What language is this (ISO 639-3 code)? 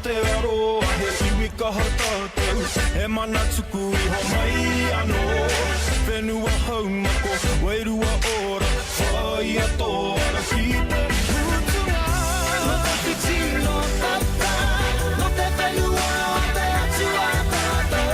mri